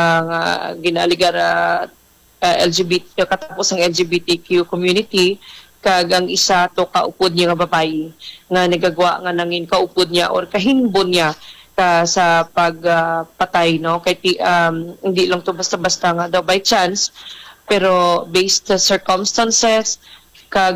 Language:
Hiligaynon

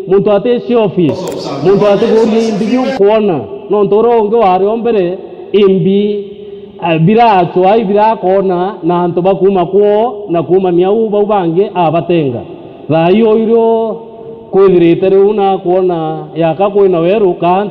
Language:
Meru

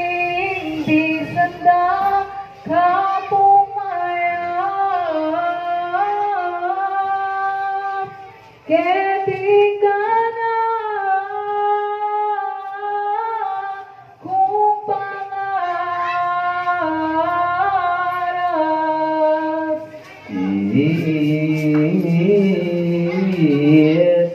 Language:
Filipino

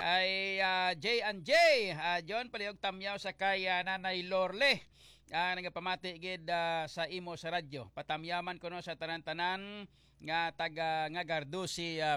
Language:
Hiligaynon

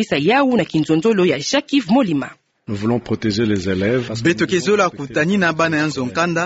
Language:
Kituba (Democratic Republic of Congo)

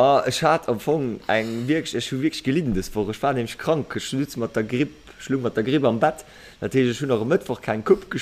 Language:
Luxembourgish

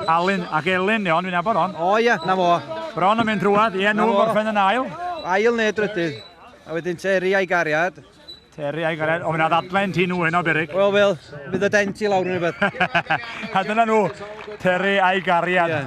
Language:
Welsh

